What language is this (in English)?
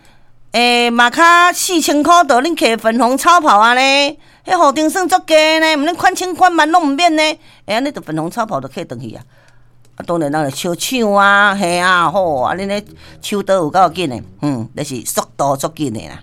Min Nan Chinese